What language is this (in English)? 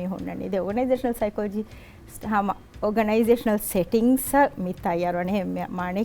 Divehi